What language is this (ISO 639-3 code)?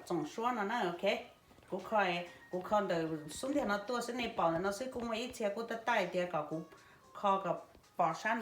hmn